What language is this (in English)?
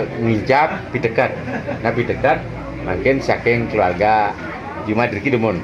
Balinese